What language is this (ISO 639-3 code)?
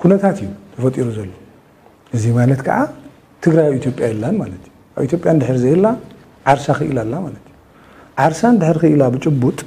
tir